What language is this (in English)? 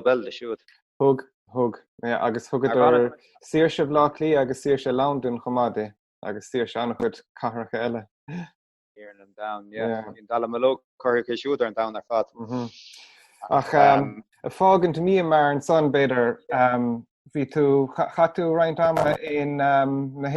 Irish